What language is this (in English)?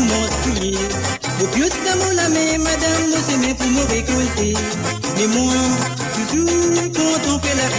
Morisyen